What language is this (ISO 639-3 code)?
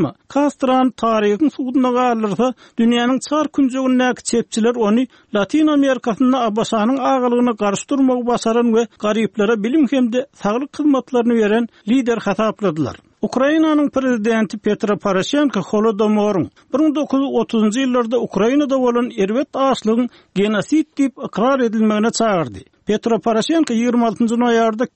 tuk